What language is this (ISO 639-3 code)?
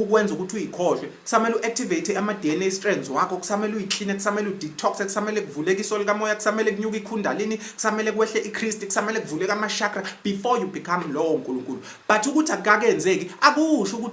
zul